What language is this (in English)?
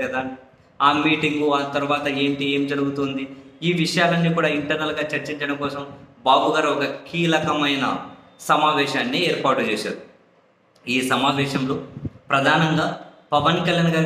Telugu